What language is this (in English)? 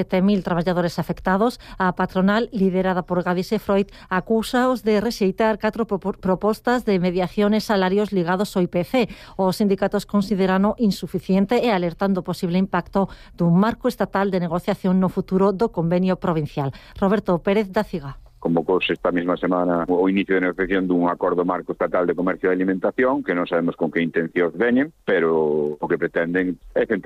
Galician